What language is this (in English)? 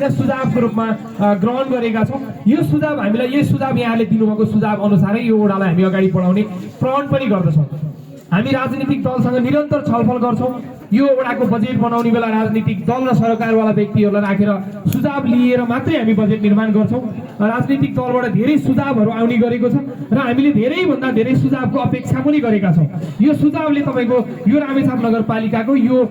Nepali